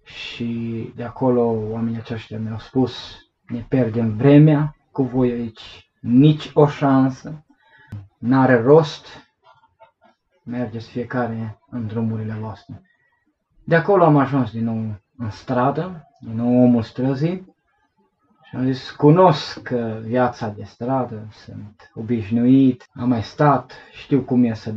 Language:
Romanian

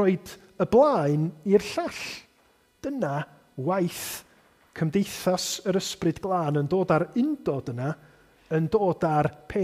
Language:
Welsh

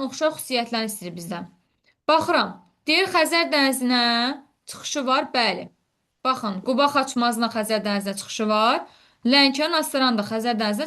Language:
Azerbaijani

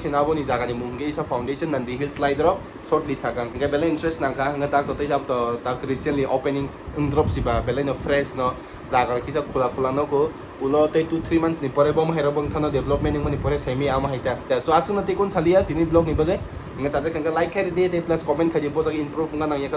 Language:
Kok Borok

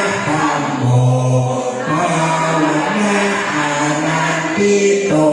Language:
Pali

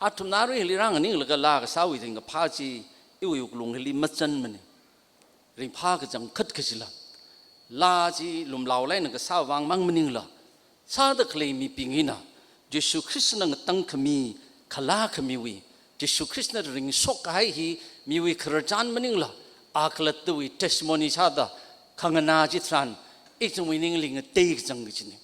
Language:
Tangkhul Naga (India)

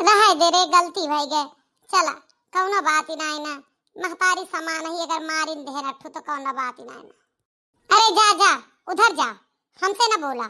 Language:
Awadhi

